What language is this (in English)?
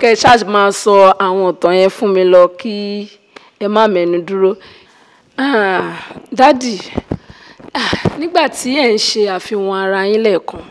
Yoruba